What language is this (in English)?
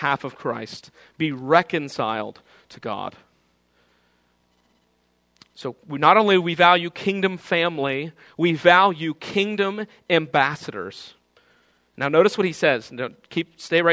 English